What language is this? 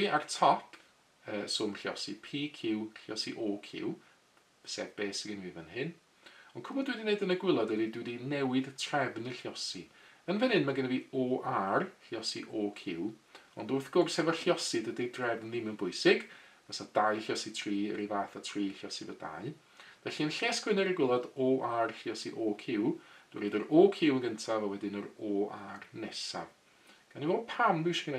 Welsh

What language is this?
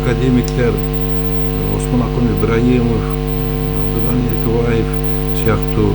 Kyrgyz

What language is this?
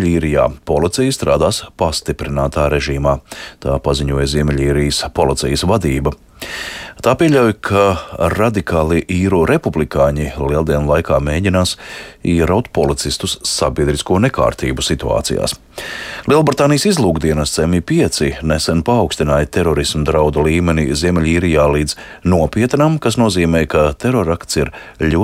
Latvian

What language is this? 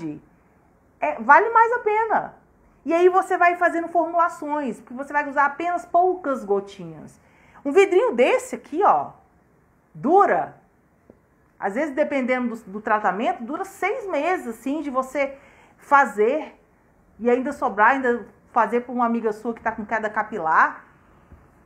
Portuguese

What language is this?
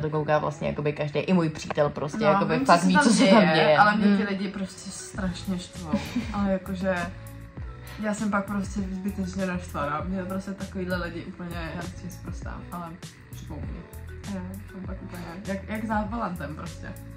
Czech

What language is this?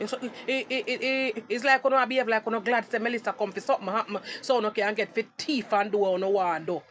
Jamaican Creole English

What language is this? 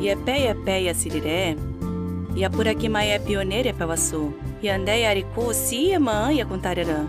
Nheengatu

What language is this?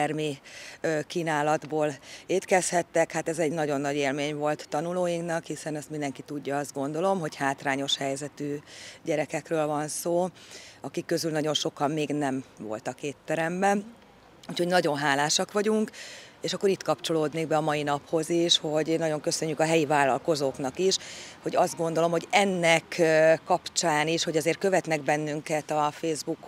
Hungarian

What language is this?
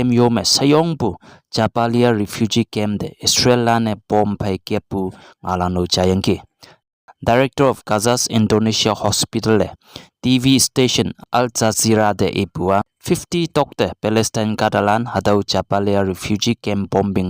Konyak Naga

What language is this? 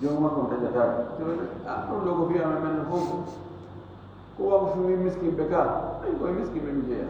Fula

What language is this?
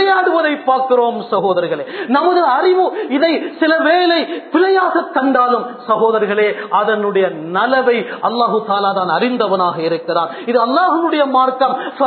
Tamil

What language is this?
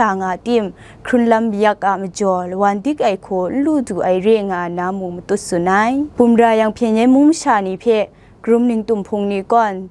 Kachin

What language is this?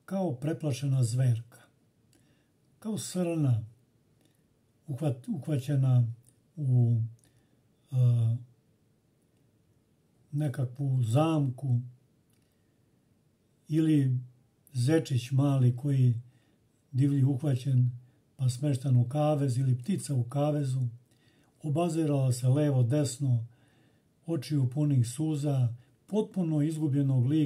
Serbian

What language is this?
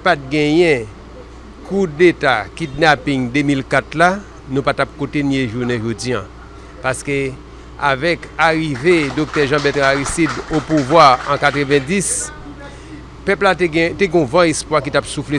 Haitian Creole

